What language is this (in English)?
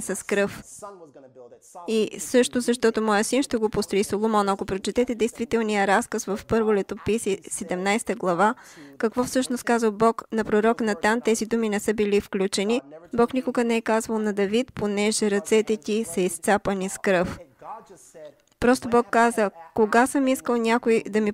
Bulgarian